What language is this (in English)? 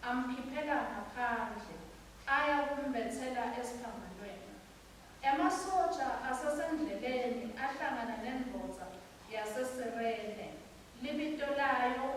Swati